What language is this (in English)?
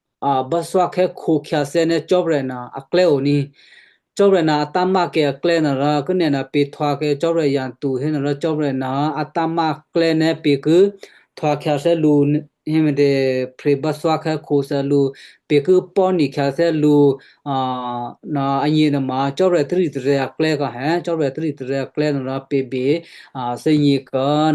Western Kayah